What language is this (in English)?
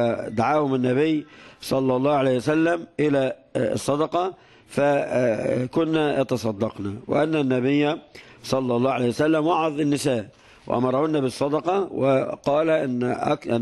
Arabic